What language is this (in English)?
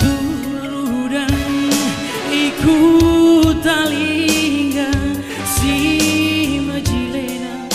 Batak Karo